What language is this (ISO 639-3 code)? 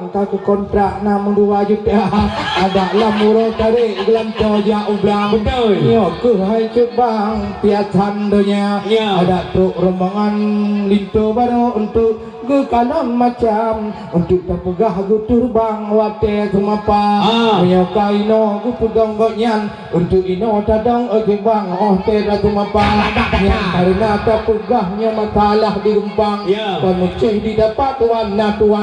ace